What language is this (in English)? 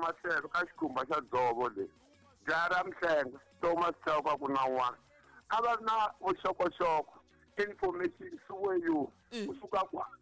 Tsonga